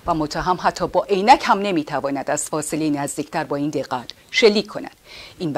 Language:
Persian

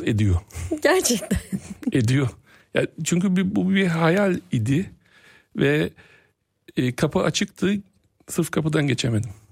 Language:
Turkish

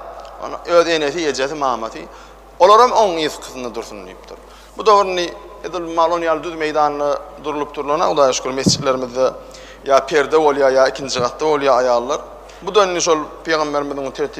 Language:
Turkmen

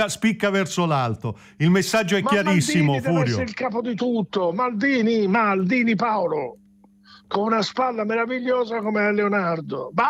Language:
Italian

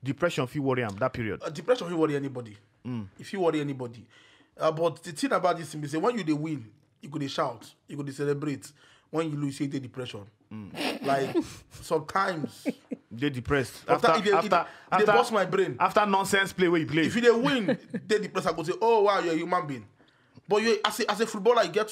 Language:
Nigerian Pidgin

